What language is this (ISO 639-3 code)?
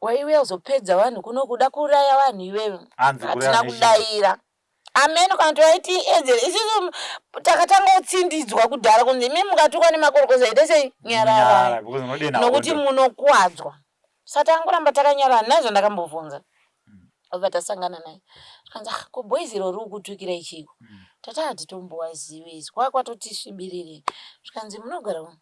sna